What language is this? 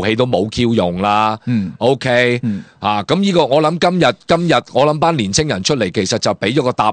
Cantonese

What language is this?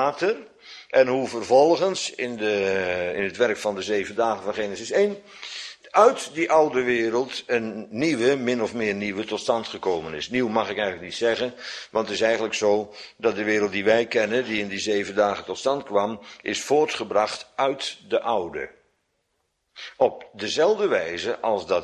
Dutch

